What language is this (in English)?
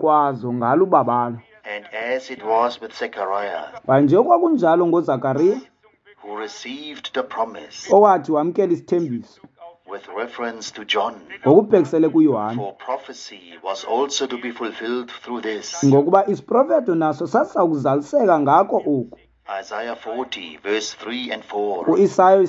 Xhosa